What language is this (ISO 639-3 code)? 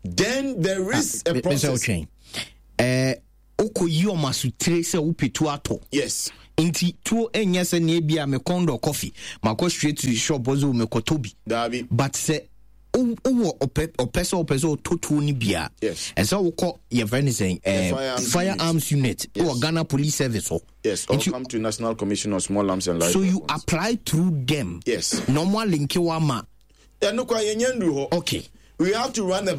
aka